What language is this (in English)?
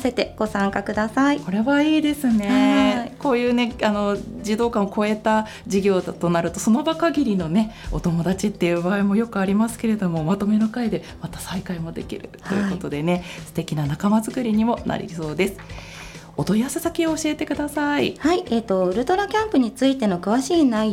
Japanese